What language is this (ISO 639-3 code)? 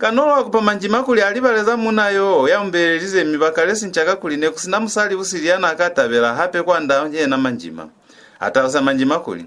loz